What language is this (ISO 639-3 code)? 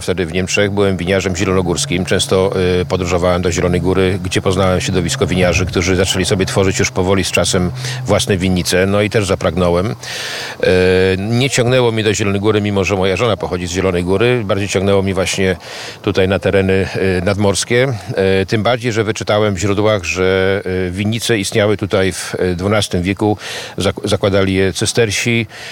pol